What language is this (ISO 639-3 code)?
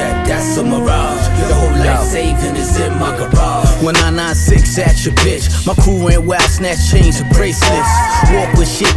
eng